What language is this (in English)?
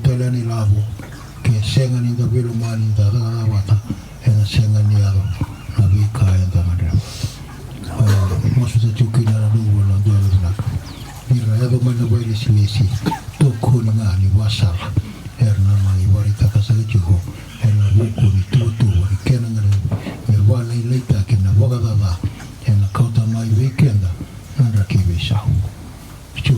Fijian